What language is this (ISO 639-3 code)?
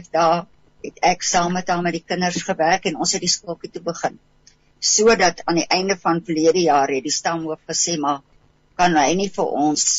afr